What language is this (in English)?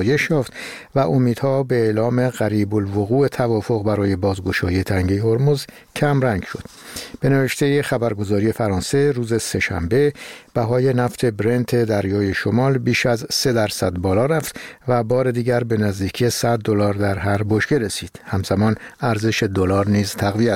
Persian